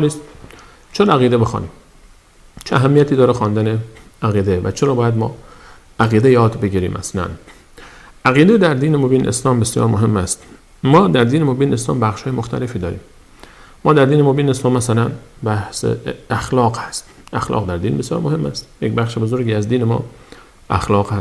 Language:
Persian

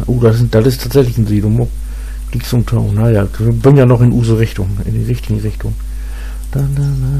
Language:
Low German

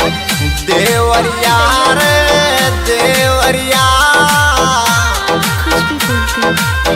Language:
Bhojpuri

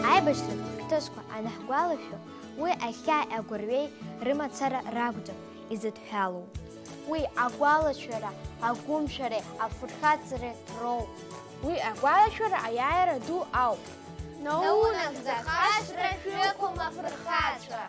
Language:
Abkhazian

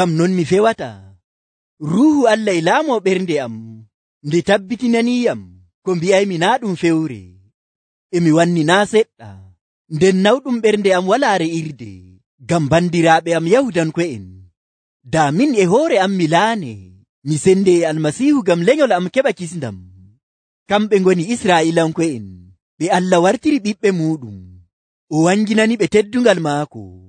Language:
Nigerian Fulfulde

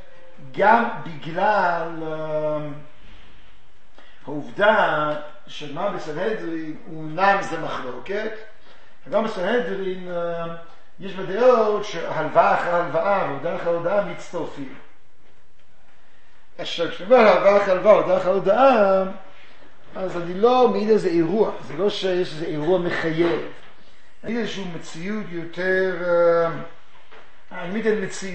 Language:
Hebrew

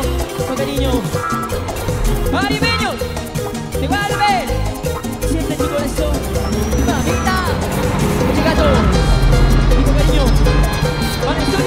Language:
Spanish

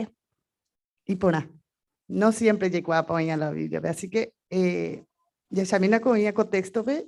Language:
Guarani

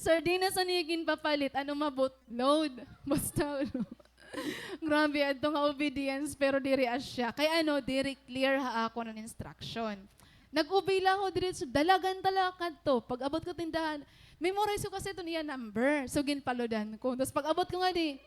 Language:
Waray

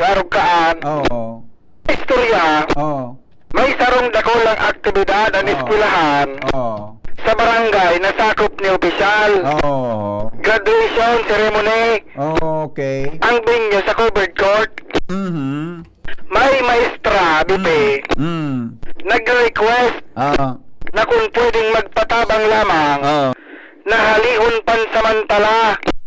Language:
Bikol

